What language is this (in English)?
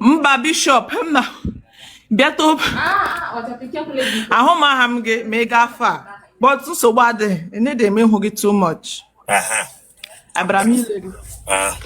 Igbo